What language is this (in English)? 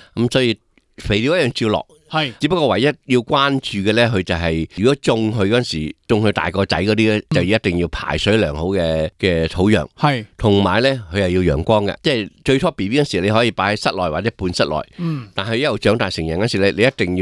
Cantonese